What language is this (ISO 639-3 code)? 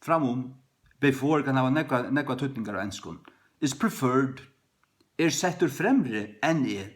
fao